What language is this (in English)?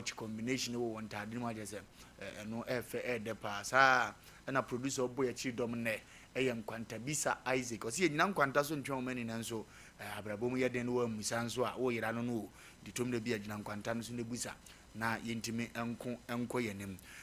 Akan